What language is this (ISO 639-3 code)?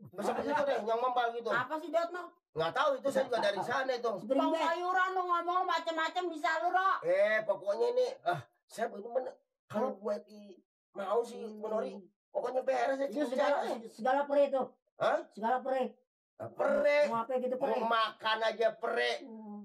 bew